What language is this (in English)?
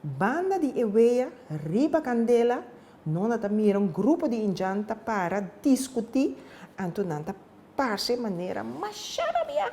Papiamento